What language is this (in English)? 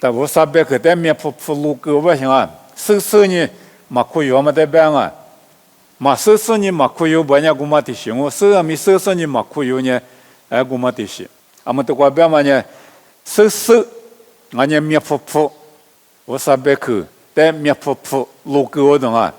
Lisu